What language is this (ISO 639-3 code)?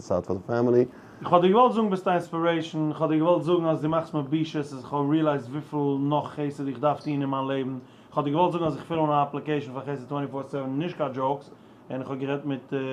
yid